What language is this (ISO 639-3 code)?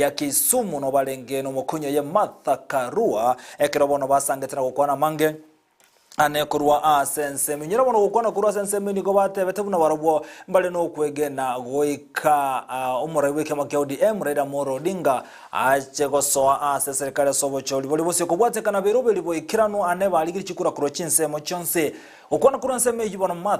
guz